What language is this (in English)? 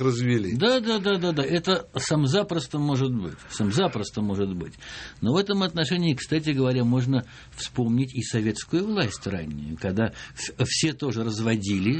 Russian